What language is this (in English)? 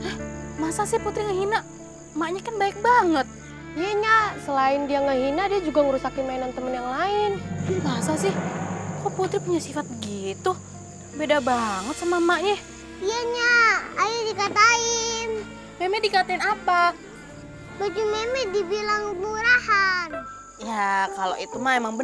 Betawi